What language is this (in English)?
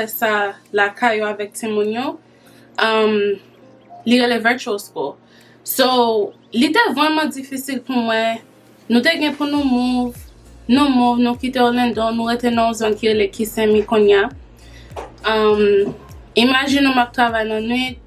Haitian Creole